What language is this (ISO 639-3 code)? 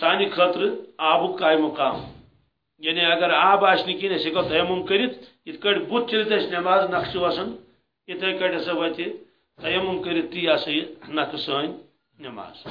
kas